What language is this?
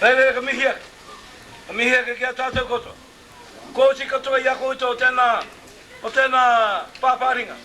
Māori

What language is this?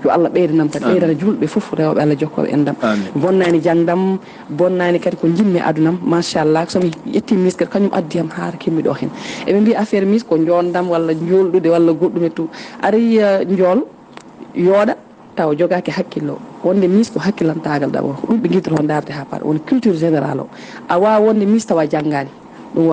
Fula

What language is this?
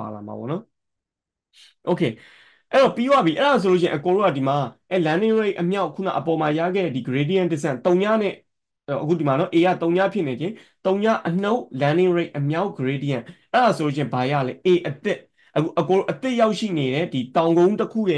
Burmese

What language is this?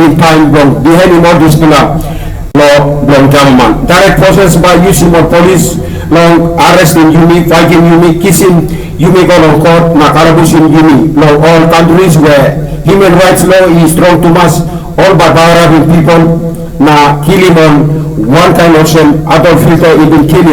Tok Pisin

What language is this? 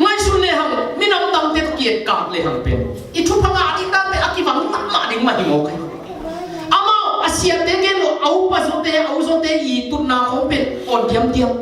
Tedim Chin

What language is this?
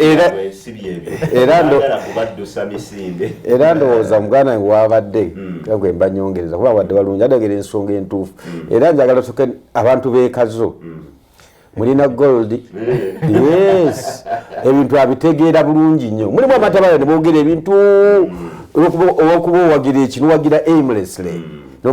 Ganda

